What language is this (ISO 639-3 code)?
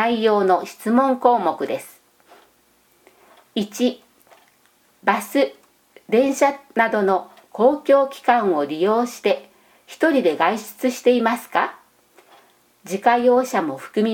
jpn